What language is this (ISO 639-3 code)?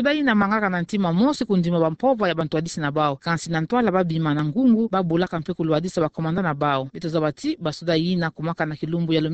ktu